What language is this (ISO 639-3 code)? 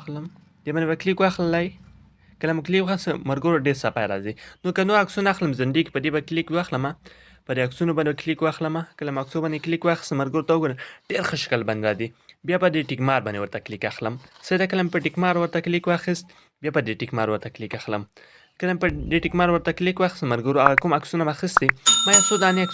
pus